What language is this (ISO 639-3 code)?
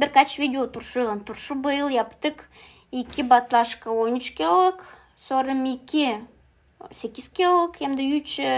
gag